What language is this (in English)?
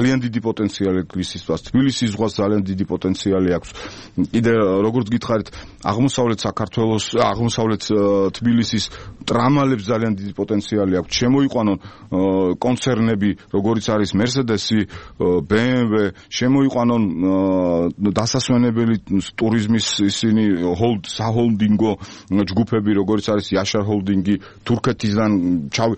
Georgian